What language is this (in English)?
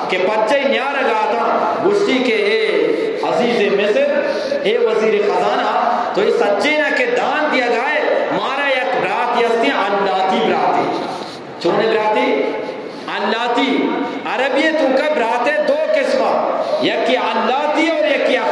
Eastern Balochi